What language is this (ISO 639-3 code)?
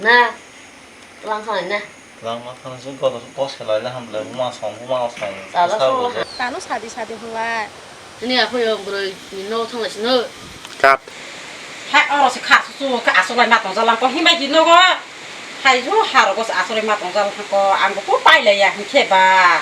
trp